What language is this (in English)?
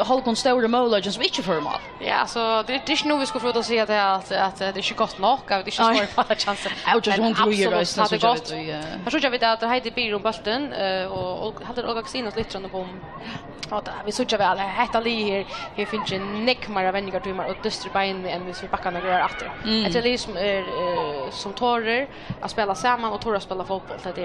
Faroese